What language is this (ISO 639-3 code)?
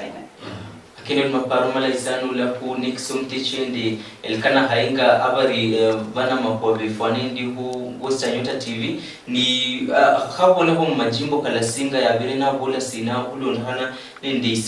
luy